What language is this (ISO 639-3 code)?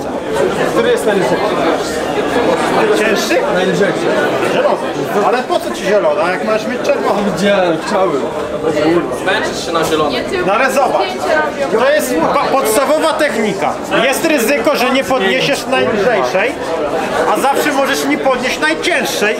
pol